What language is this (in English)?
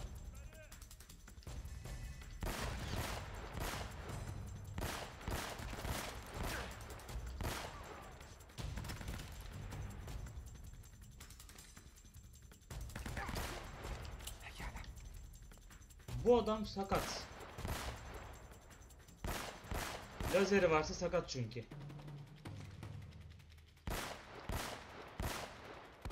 Turkish